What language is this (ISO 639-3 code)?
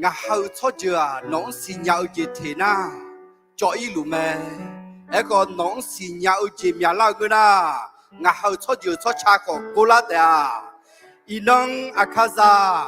ahk